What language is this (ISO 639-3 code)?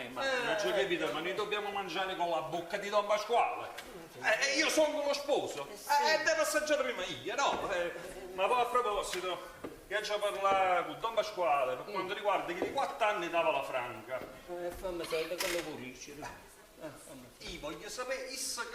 nap